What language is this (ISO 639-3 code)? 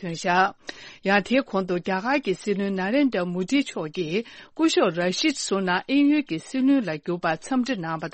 bod